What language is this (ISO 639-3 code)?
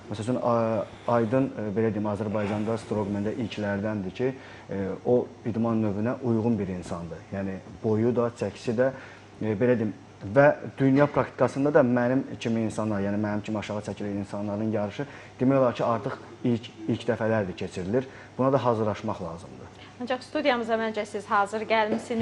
aze